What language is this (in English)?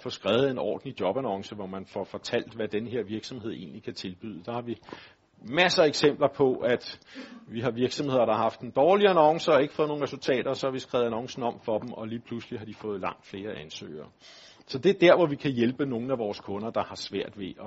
Danish